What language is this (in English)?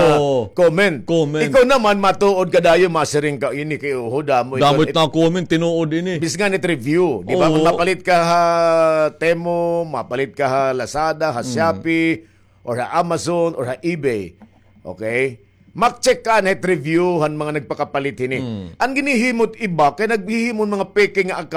Waray